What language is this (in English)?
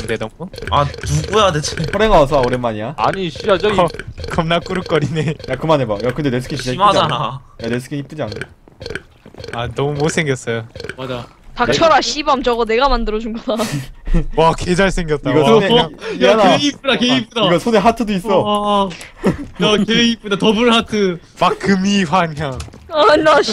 Korean